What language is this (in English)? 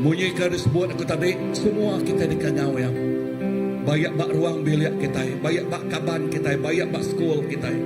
Iban